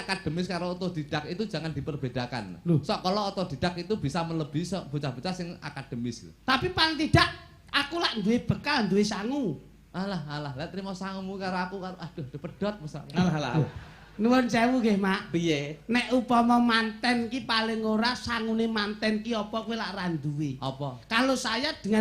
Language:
Javanese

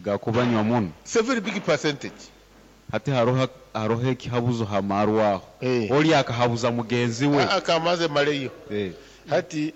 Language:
Nyankole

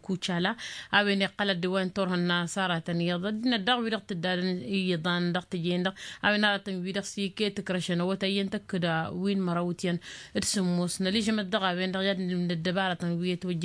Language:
Tamasheq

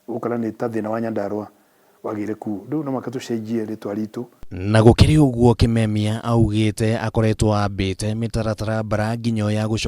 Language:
Kikuyu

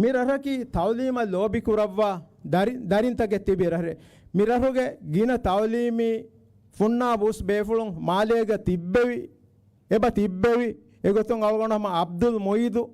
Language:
Divehi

